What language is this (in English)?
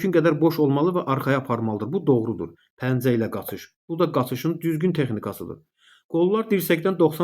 Azerbaijani